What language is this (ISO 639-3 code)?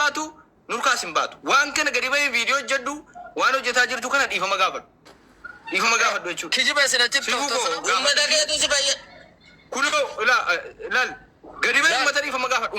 orm